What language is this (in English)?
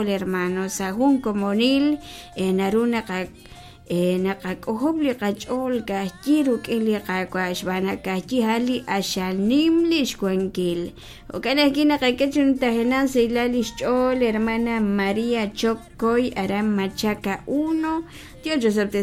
Kekchí